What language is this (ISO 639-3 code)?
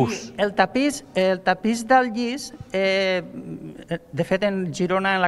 cat